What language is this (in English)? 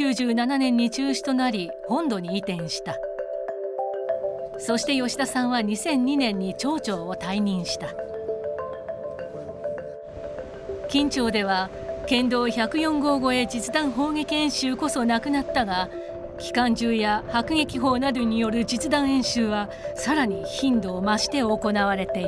Japanese